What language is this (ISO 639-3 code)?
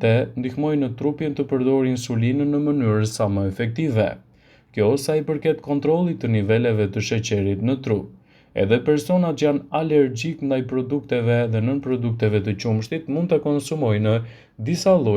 sqi